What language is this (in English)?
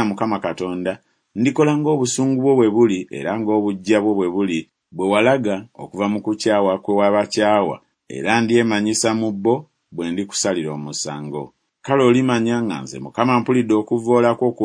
Ganda